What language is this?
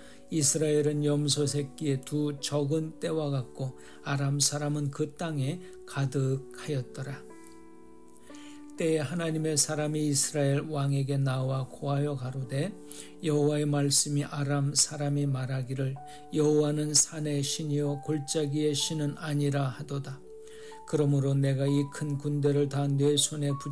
Korean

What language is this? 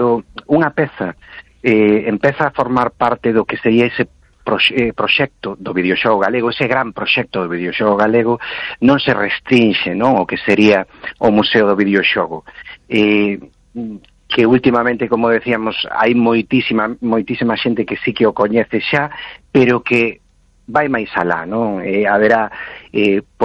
Galician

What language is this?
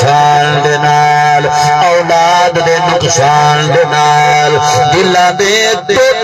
Saraiki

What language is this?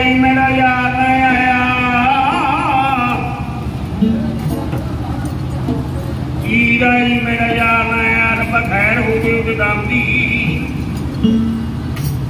Punjabi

